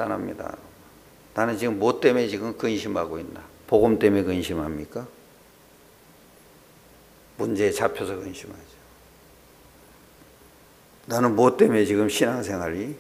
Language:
Korean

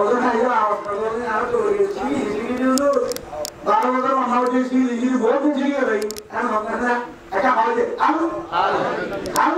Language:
Rohingya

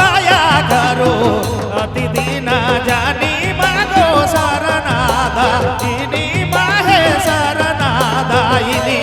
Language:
Sadri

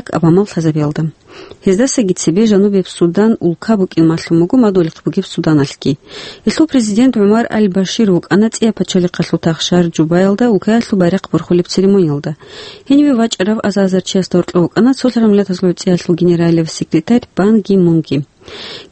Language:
Avaric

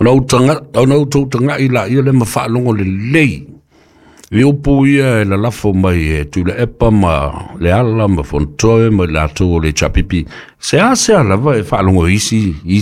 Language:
Samoan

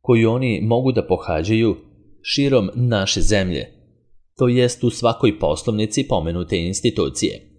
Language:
Serbian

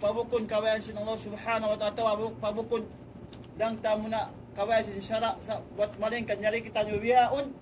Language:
Tausug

